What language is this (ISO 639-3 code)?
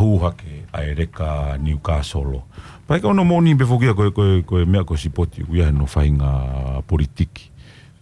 ton